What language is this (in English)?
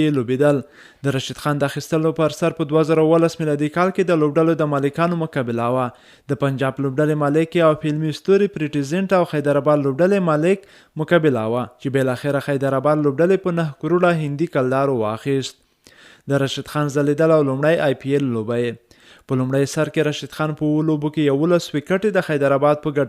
Pashto